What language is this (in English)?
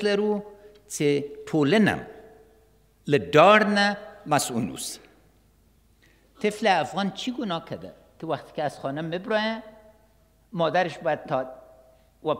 Persian